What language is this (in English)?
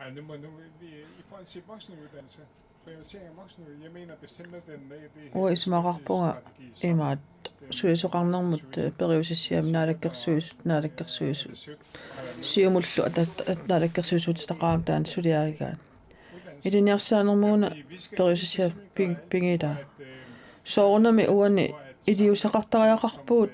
Kalaallisut